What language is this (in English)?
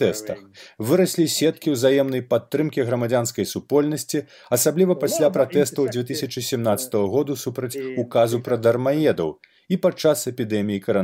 Belarusian